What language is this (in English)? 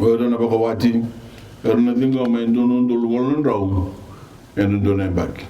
Fijian